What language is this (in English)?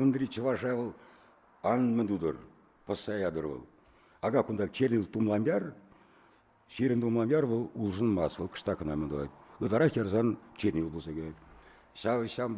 Chuvash